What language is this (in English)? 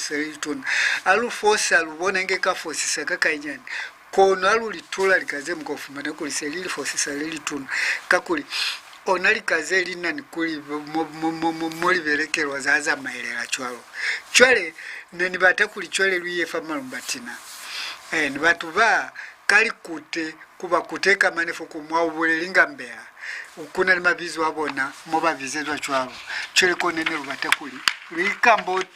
Lozi